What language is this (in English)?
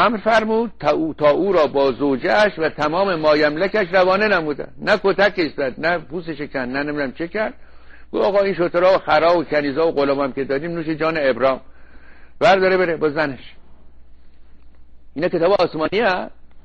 Persian